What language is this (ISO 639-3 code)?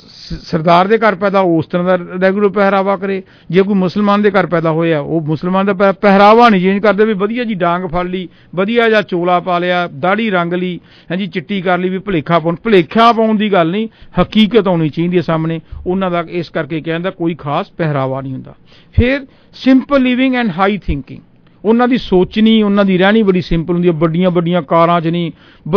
pan